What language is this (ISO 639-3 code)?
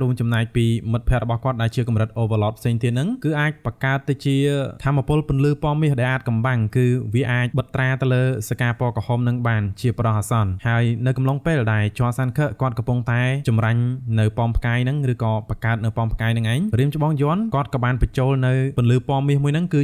khm